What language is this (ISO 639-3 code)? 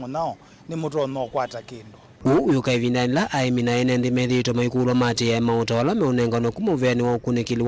kam